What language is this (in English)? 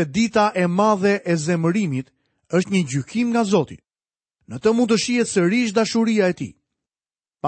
Albanian